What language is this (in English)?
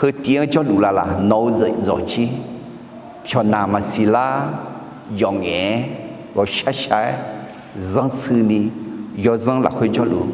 Akha